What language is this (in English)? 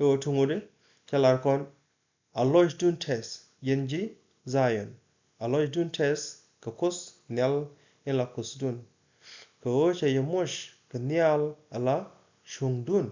Nuer